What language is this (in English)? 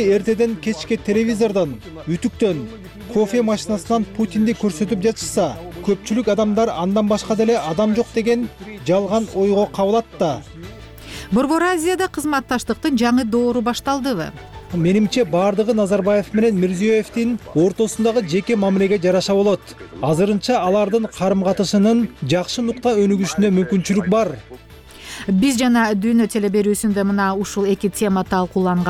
Kyrgyz